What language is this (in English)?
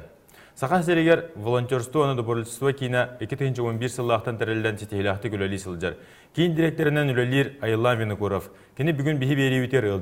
Yakut